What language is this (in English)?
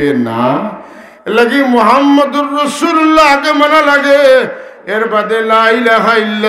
Sylheti